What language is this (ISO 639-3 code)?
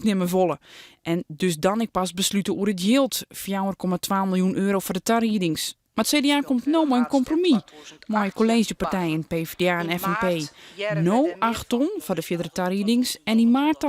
fry